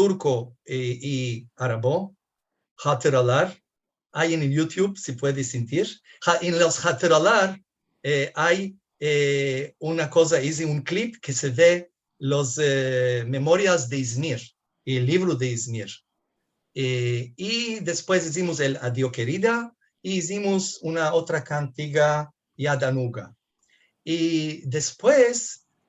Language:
Ladino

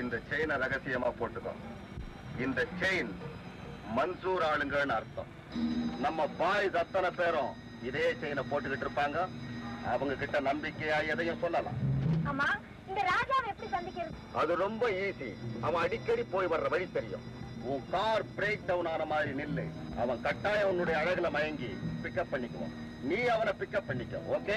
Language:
Tamil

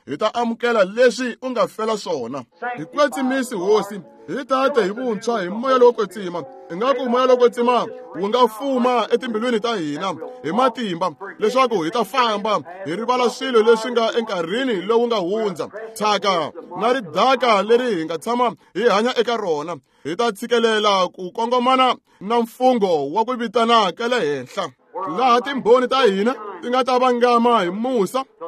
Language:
Tsonga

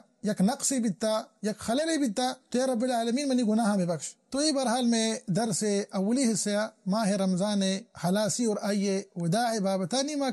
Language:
Baluchi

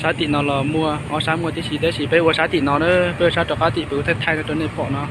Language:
Hmong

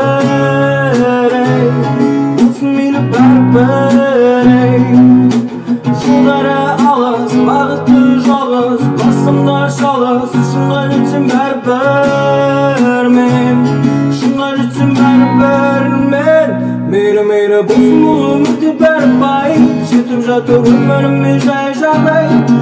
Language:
Kazakh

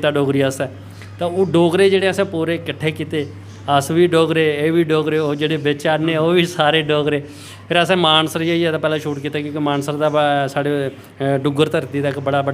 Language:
Dogri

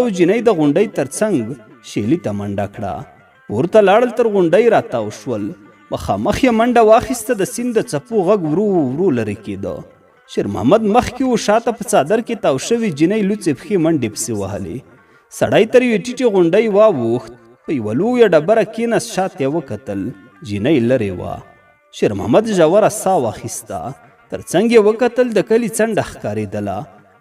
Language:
Pashto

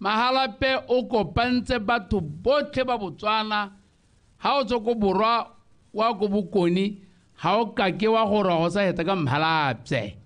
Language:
Tswana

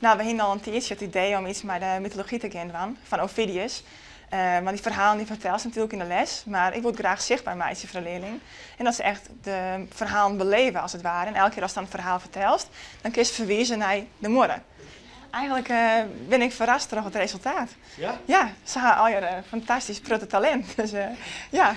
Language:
Western Frisian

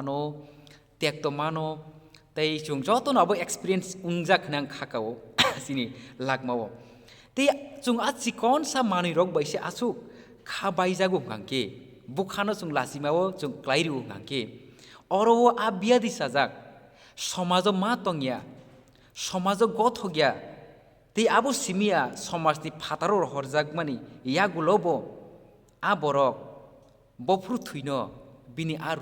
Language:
Kok Borok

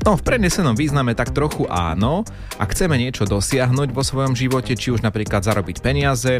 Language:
Slovak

